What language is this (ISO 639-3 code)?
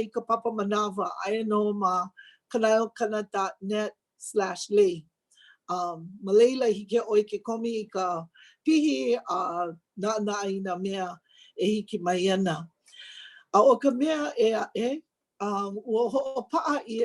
haw